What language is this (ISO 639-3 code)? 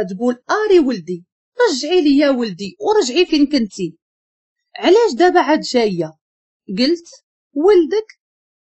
ary